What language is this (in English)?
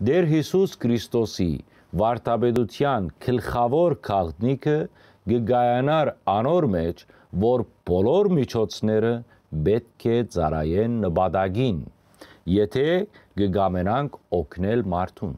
Western Armenian